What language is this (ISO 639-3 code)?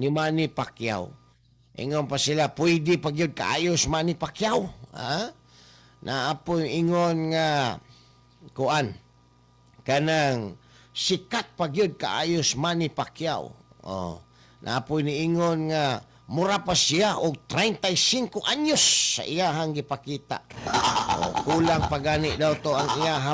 ceb